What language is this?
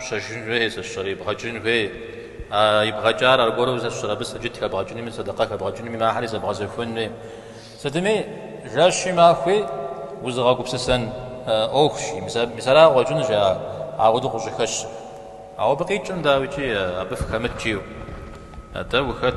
Kabardian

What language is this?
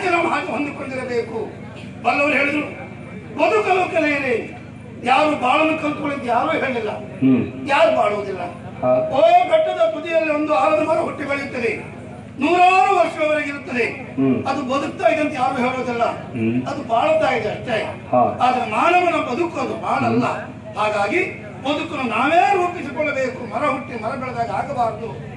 Kannada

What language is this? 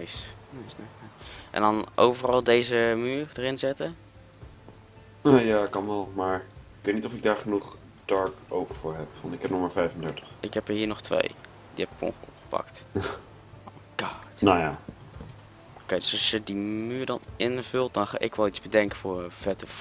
Dutch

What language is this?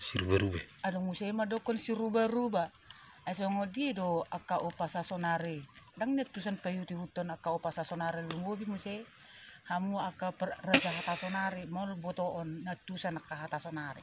Batak Toba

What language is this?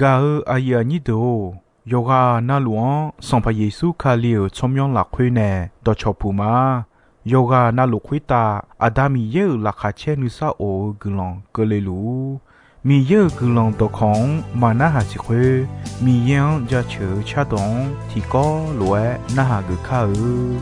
Akha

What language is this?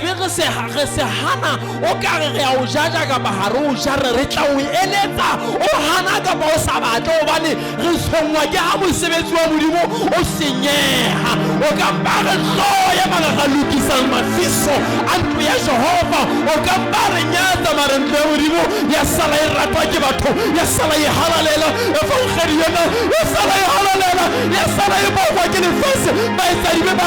Southern Sotho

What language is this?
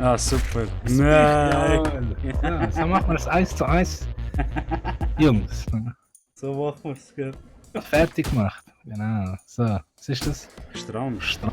Swiss German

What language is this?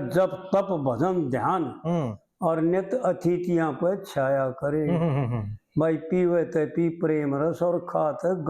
Haryanvi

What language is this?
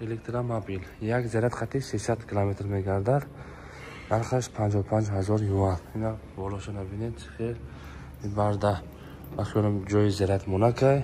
Tajik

